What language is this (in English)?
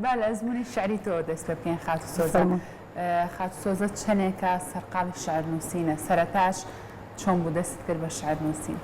Central Kurdish